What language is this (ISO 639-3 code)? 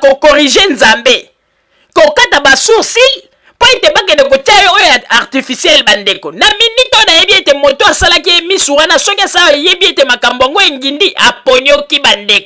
lin